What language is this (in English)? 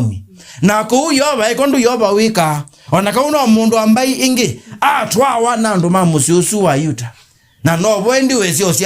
Kamba